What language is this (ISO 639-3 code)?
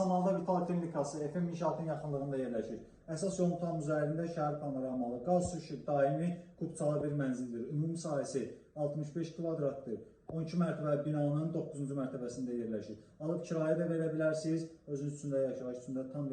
aze